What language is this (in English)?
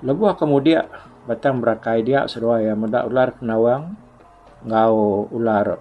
Iban